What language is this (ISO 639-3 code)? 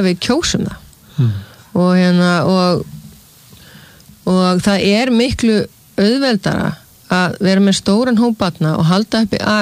isl